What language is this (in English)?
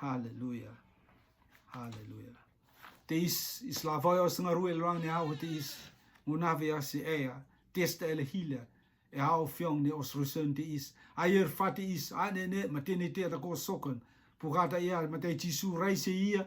Rotuman